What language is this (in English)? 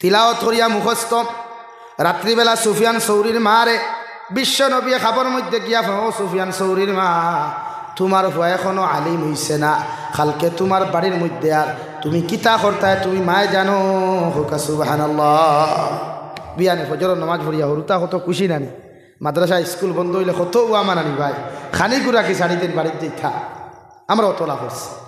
Sylheti